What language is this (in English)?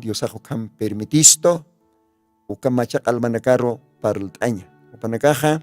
Aymara